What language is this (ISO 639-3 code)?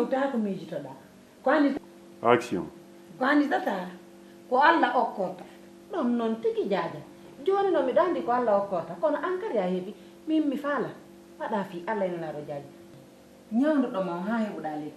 ful